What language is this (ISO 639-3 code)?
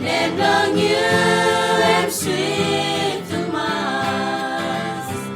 pis